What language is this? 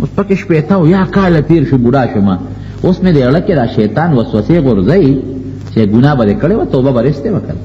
Pashto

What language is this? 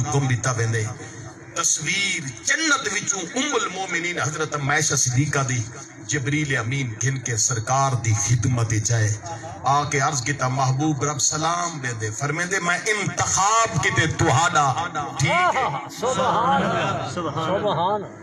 Saraiki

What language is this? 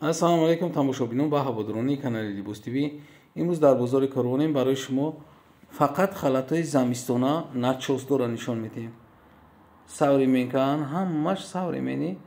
Tajik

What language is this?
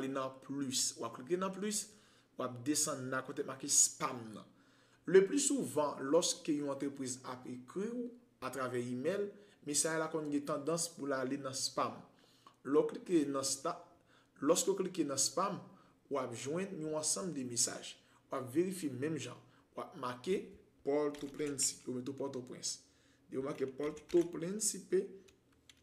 Haitian Creole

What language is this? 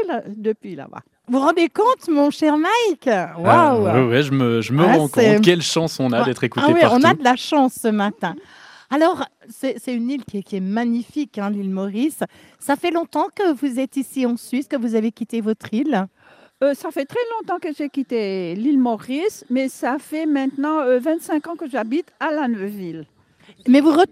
French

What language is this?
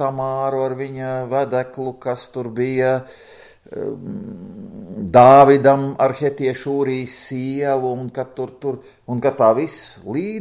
Latvian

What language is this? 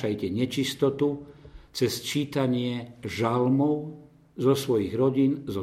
Slovak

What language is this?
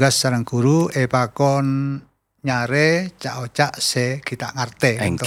Madurese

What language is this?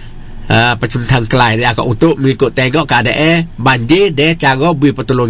Malay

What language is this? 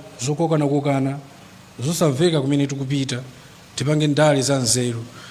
Nyanja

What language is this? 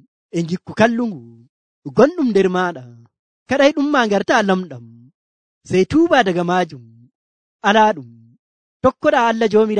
Nigerian Fulfulde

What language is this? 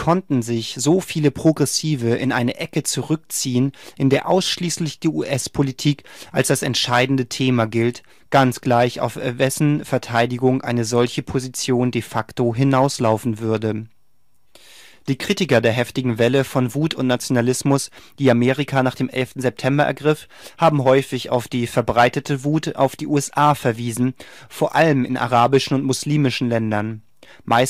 German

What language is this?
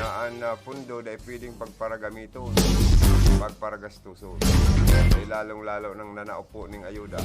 Bikol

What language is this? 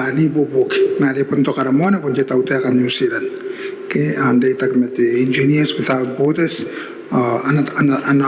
Gilbertese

